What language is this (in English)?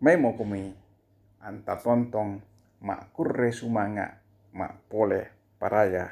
Toraja-Sa'dan